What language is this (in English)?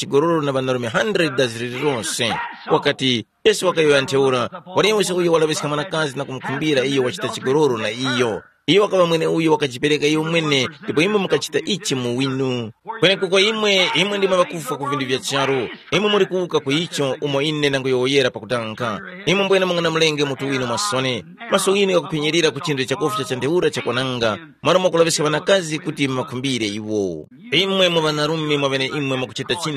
Tumbuka